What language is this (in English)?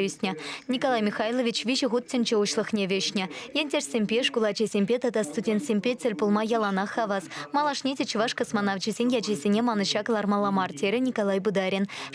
Chuvash